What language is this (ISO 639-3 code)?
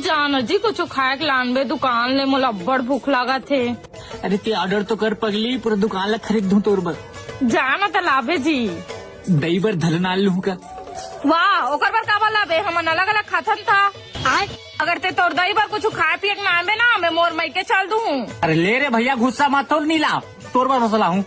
hne